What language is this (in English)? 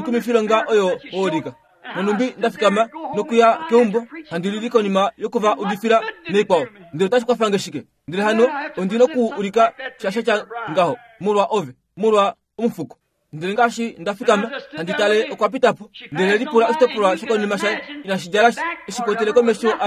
Kuanyama